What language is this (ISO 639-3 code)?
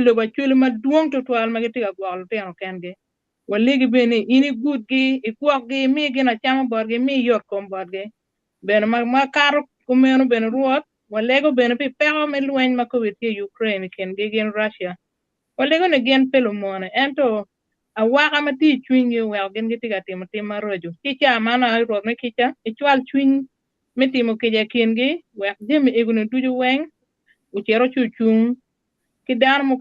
ach